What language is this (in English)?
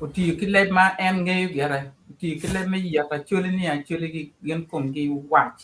Acoli